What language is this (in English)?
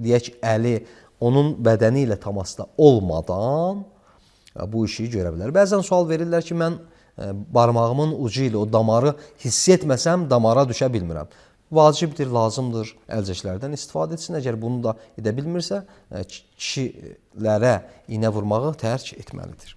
Azerbaijani